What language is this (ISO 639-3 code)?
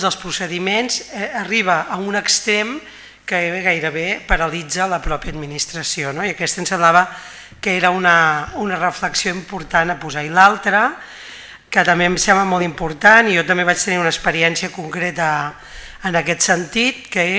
cat